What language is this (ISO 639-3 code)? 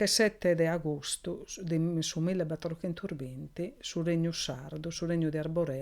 srd